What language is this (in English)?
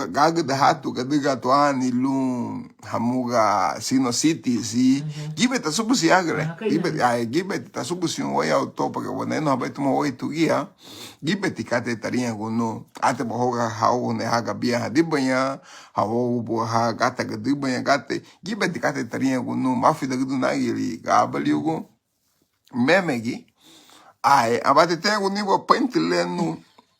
Garifuna